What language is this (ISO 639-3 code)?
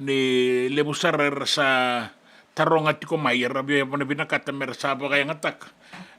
fij